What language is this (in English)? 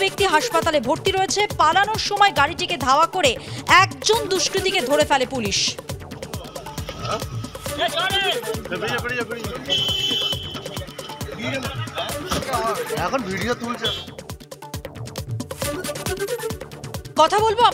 Bangla